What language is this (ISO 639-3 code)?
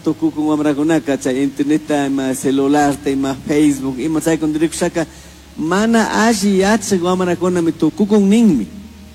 qug